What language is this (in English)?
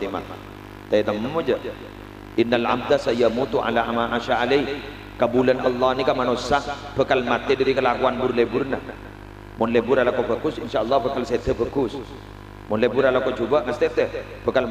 Madurese